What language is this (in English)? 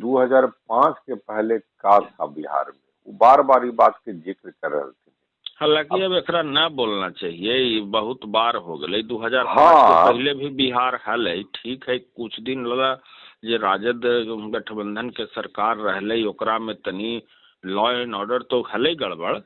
Magahi